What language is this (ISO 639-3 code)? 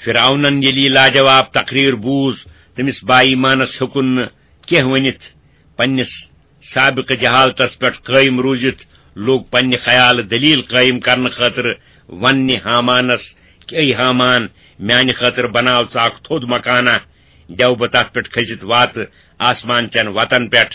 kas